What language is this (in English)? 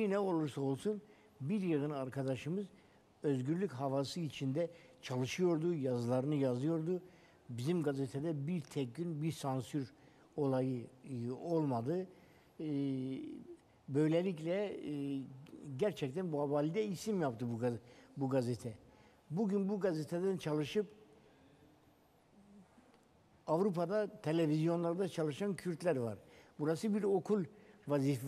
Turkish